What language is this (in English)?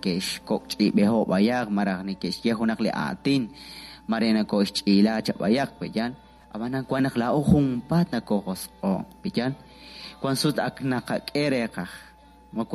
Kekchí